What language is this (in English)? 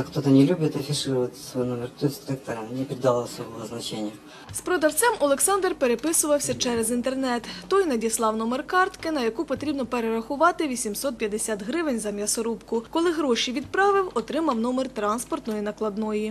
Ukrainian